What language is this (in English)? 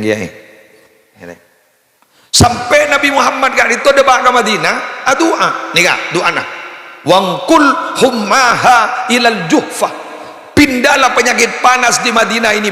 Madurese